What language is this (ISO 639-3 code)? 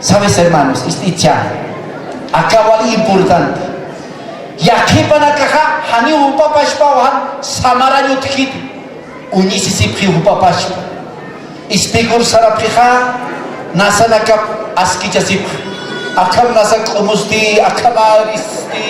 aym